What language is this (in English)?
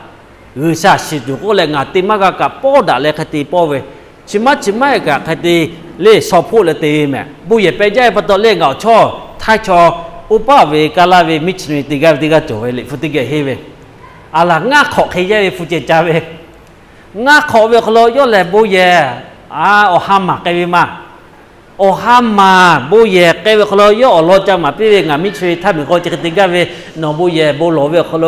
Lahu